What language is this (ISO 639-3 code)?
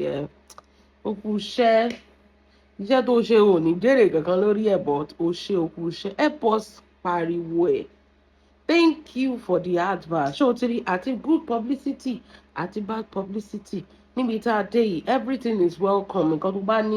yor